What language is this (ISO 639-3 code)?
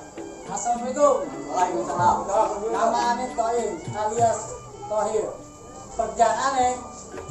bew